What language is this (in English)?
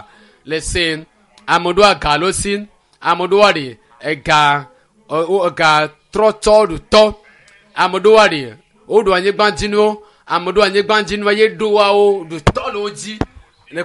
Ewe